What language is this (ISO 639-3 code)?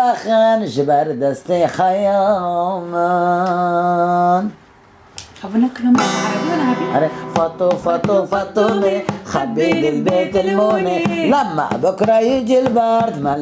kur